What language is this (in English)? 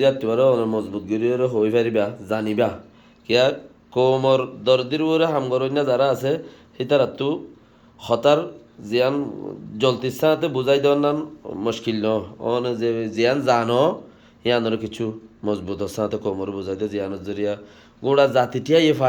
Rohingya